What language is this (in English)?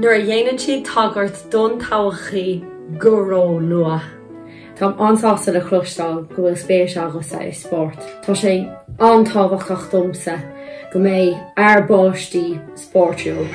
Irish